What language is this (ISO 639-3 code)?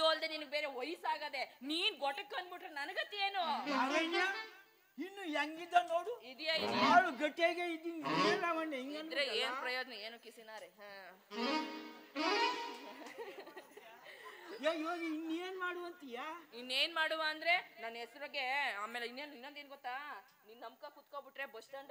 kan